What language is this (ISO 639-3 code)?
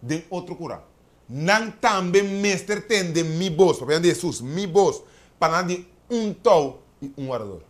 pap